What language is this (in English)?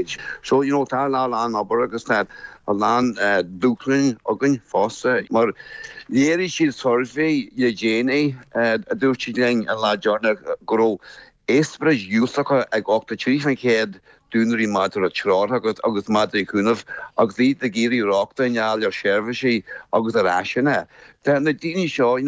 Irish